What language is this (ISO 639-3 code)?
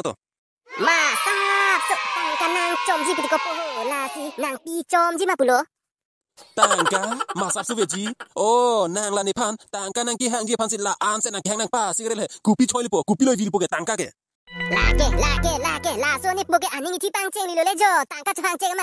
mjw